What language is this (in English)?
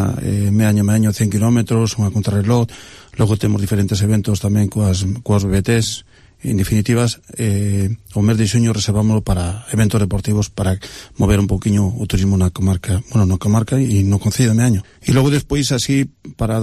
Galician